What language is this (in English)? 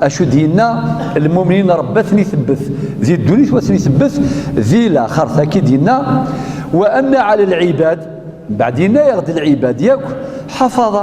Kabyle